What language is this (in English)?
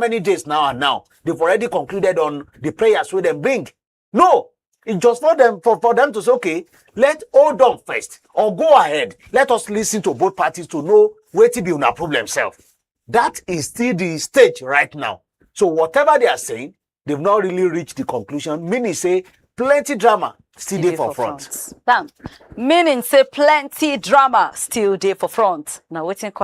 Nigerian Pidgin